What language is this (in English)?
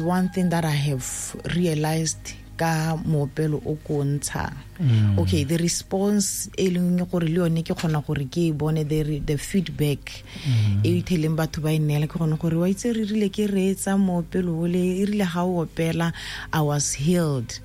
Tswana